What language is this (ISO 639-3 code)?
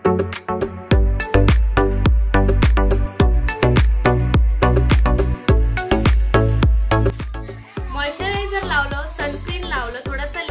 mar